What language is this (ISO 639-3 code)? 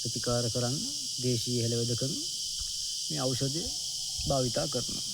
sin